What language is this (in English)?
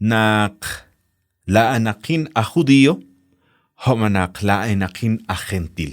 Kekchí